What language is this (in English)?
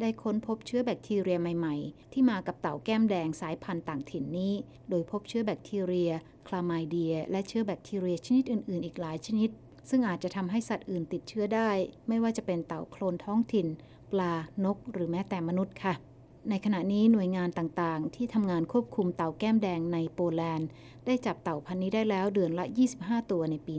Thai